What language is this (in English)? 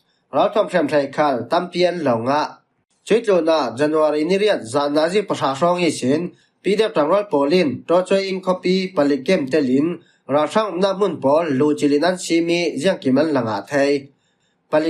Falam Chin